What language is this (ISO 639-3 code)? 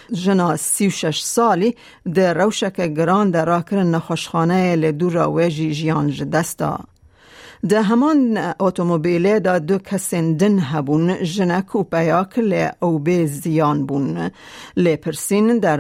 kur